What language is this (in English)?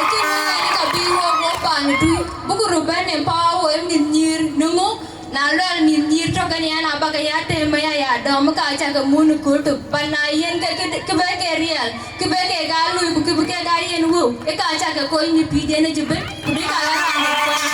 Dinka